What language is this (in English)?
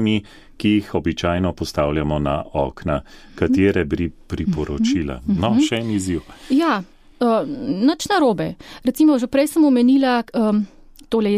Slovenian